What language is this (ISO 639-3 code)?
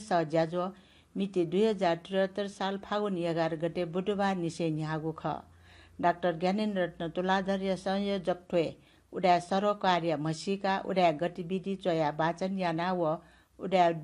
new